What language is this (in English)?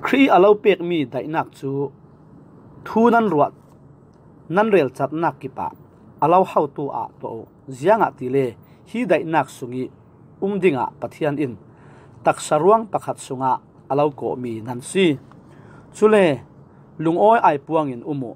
Falam Chin